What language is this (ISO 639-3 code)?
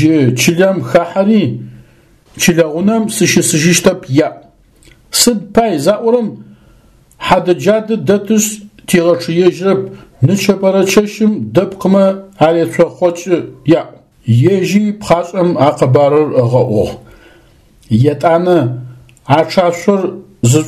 ady